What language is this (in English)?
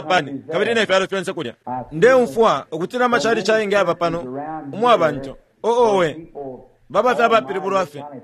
Bemba